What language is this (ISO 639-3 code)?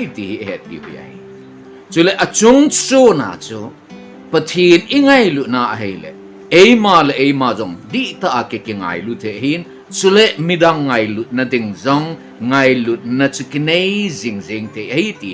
tcz